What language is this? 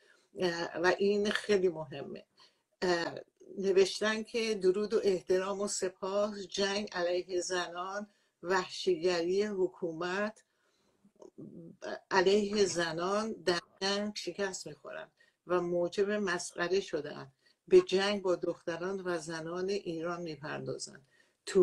Persian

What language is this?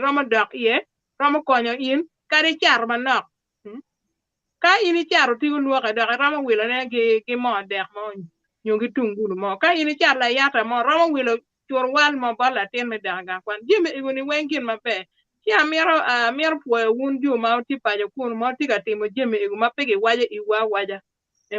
Acoli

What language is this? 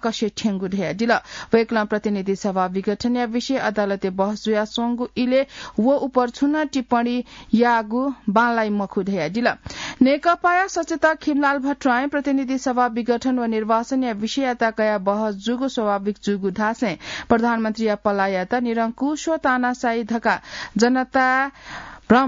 Newari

